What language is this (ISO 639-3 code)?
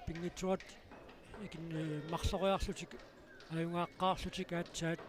kal